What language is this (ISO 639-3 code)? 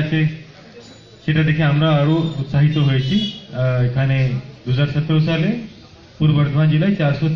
ben